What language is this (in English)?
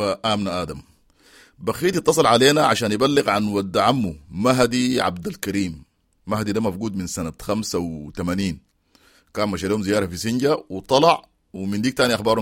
Sudanese Arabic